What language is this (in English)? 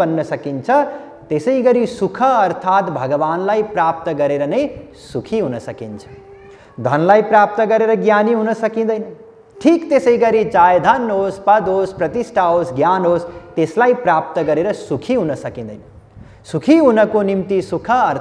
Nepali